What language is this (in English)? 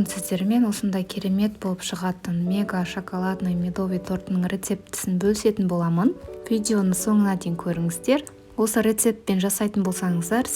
Kazakh